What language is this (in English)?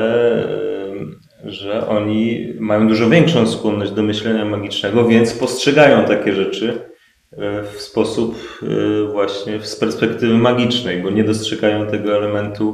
Polish